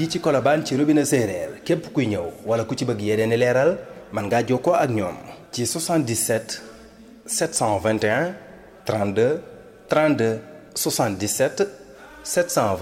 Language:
Wolof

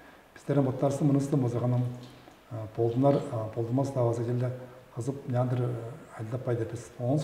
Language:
Tuvinian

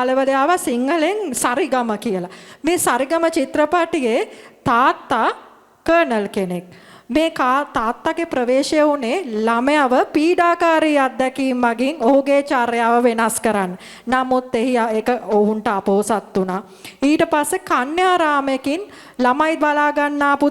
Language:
Sinhala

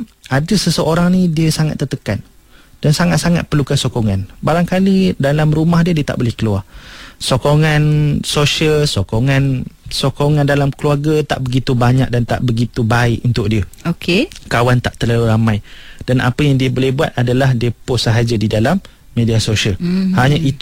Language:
Malay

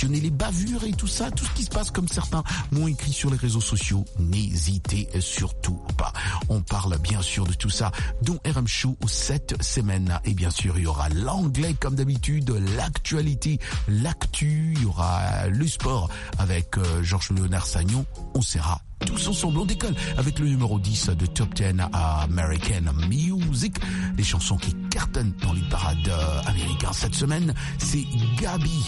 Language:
French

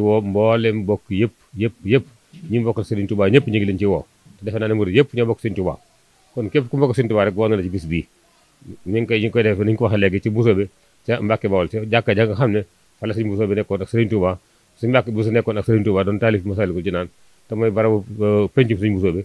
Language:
Wolof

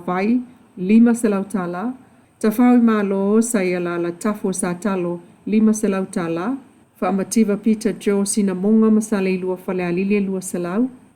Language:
Samoan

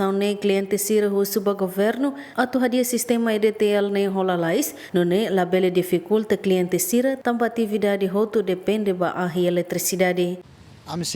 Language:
Tetum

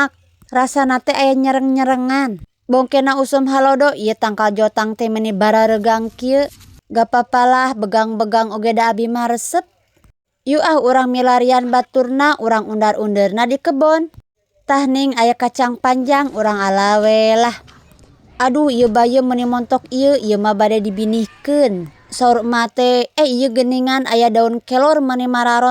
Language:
Sundanese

